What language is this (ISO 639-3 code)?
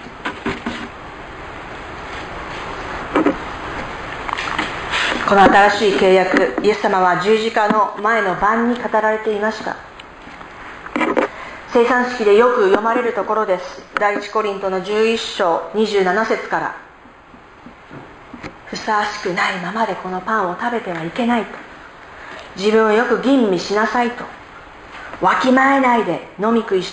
jpn